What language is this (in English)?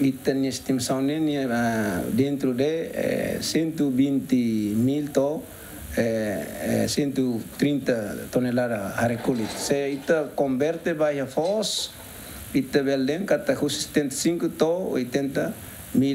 Tetum